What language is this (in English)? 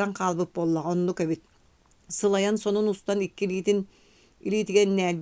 Yakut